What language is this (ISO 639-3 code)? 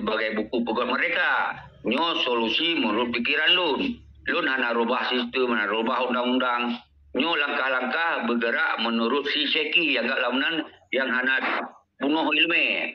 ace